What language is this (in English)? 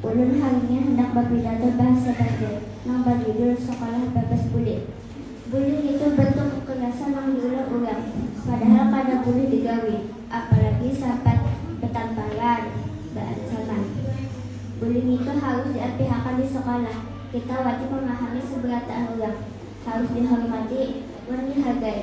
Banjar